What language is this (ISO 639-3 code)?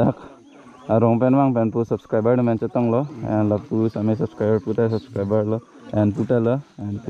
mjw